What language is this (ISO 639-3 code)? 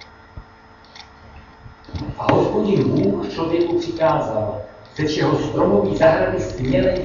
ces